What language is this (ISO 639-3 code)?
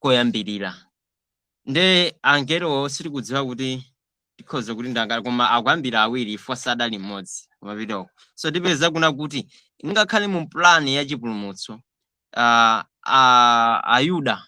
nya